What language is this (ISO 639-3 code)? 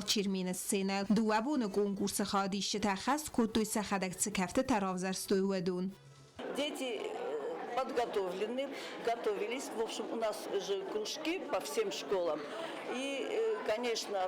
oss